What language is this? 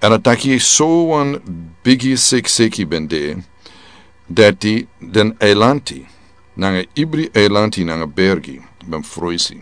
Sranan Tongo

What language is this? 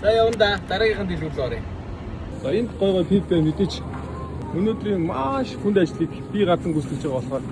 Mongolian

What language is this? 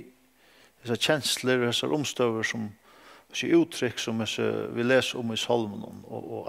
Faroese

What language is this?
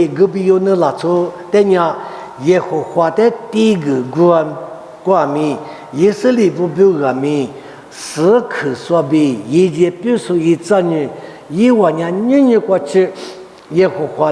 Lisu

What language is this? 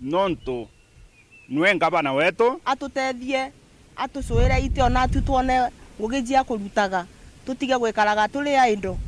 Meru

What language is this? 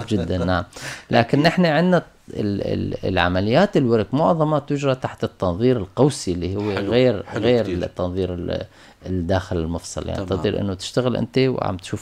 North Levantine Arabic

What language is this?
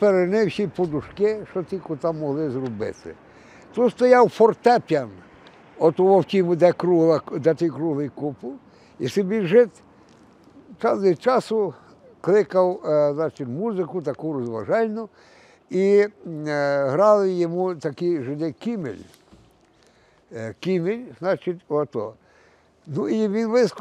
Ukrainian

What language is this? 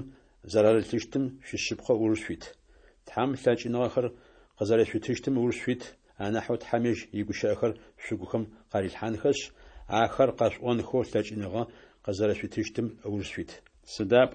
Adyghe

